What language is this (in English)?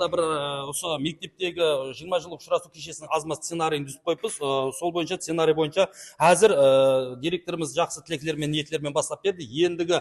Kara-Kalpak